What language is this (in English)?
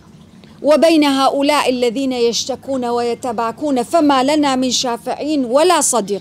Arabic